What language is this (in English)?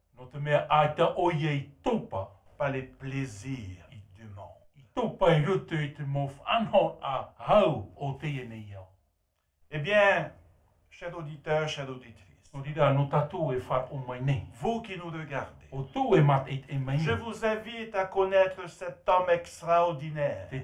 Tahitian